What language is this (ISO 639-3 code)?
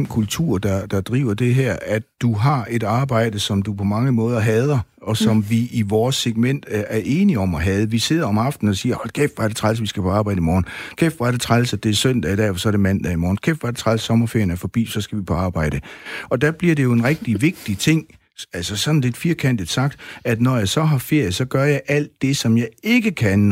dan